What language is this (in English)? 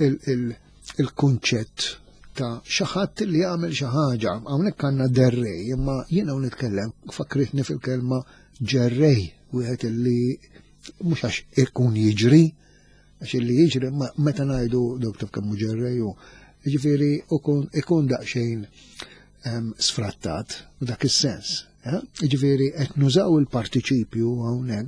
Maltese